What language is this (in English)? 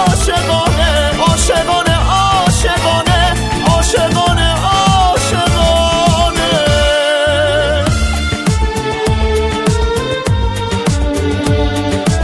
Persian